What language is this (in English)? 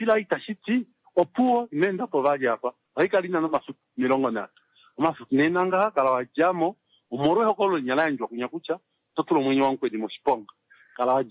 Kuanyama